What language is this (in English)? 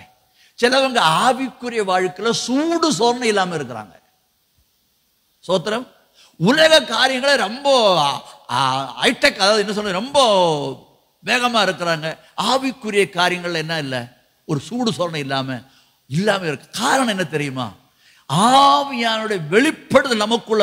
Tamil